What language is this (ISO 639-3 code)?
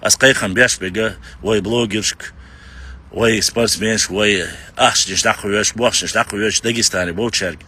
che